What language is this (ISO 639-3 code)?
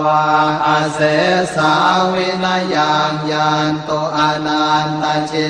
pli